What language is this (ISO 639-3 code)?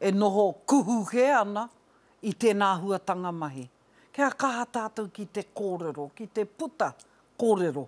mri